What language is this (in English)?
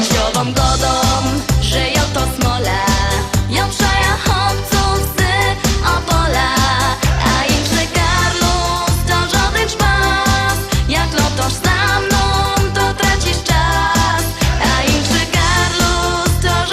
Silesian